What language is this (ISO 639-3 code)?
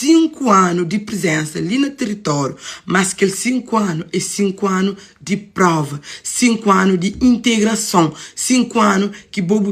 kea